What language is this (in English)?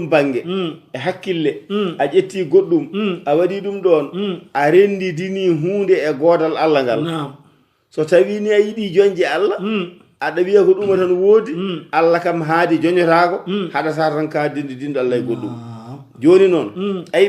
Fula